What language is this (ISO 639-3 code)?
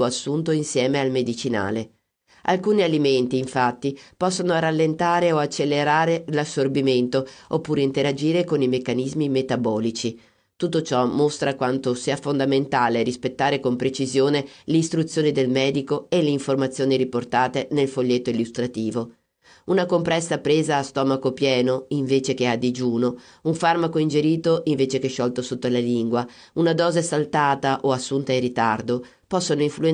ita